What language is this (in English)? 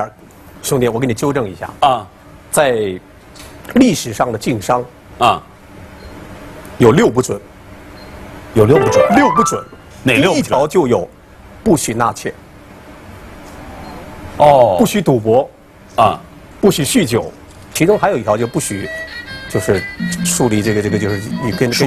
Chinese